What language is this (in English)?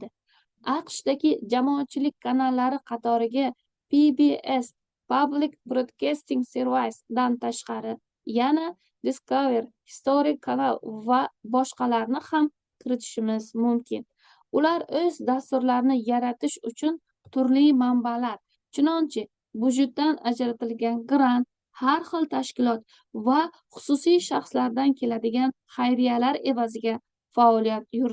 Uzbek